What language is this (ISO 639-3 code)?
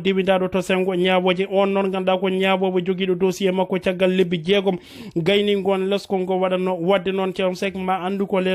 ful